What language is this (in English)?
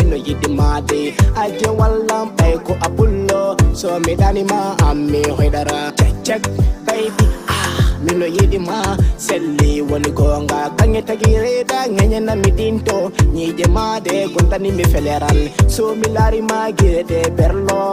Fula